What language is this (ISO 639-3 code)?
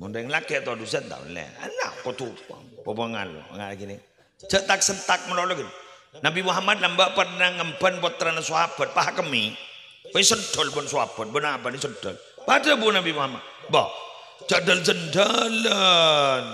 mad